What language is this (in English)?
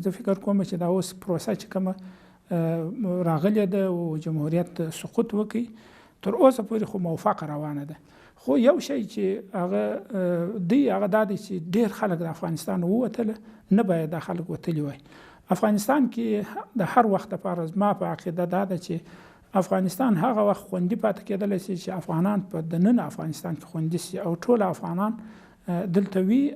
Pashto